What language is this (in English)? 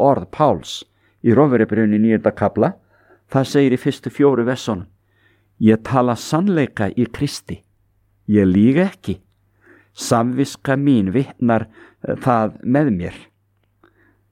Icelandic